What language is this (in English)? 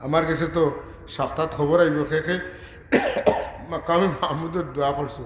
Sylheti